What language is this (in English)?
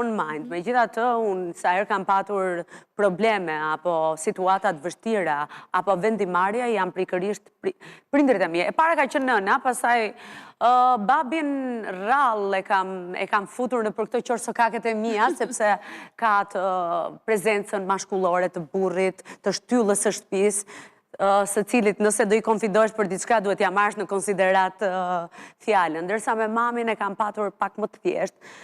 Albanian